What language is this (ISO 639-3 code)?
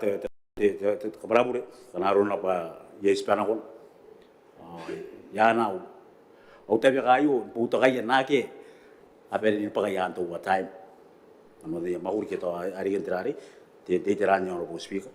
gil